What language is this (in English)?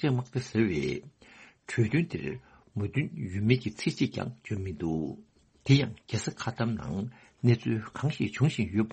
Tibetan